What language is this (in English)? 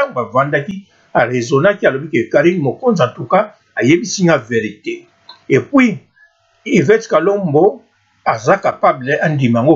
Lingala